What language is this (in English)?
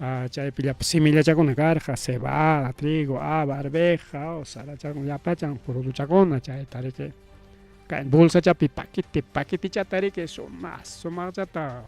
Ayacucho Quechua